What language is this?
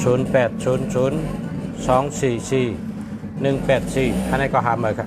Shan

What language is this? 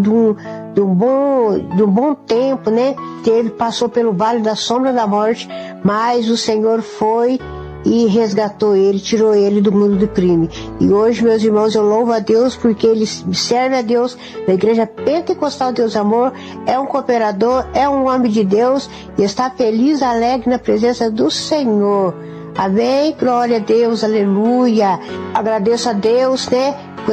Portuguese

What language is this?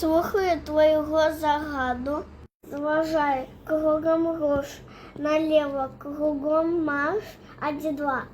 Belarusian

